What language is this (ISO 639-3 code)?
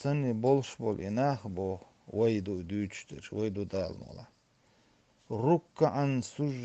che